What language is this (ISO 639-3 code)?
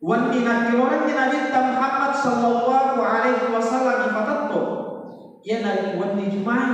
bug